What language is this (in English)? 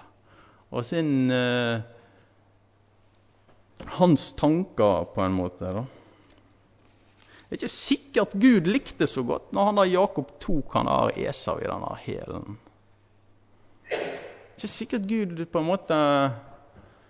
Norwegian